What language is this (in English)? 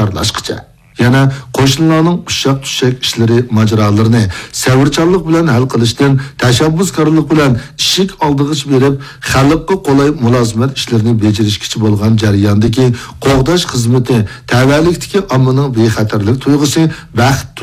Uyghur